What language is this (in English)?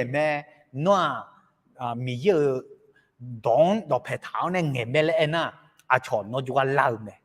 Akha